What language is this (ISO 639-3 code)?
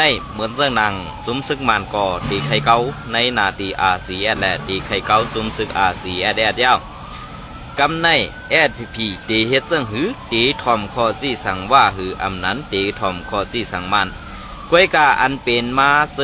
shn